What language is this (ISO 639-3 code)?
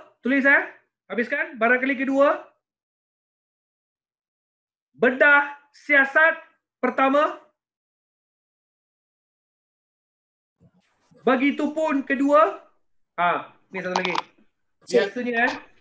msa